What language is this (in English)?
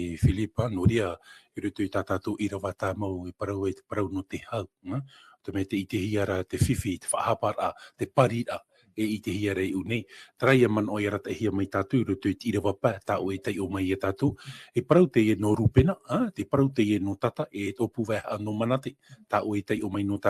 Tahitian